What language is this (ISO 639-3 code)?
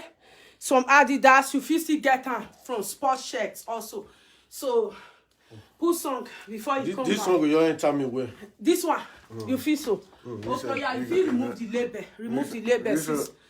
pcm